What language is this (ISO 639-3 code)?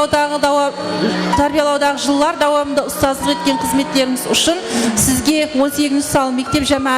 kaa